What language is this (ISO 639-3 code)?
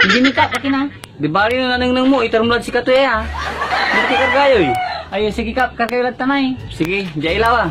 pag